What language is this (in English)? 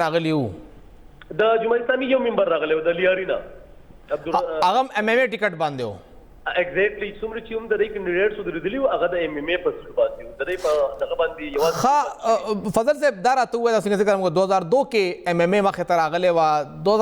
Pashto